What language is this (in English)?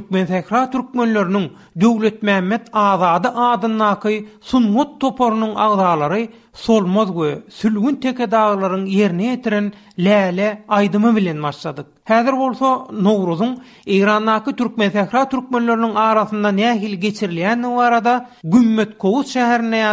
Turkmen